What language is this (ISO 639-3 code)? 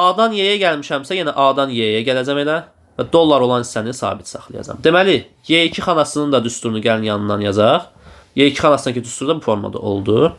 aze